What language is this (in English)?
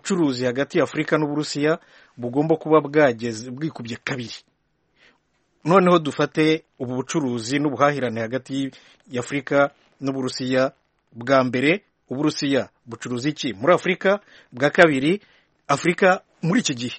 Kinyarwanda